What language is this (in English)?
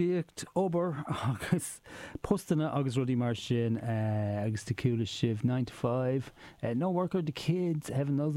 Irish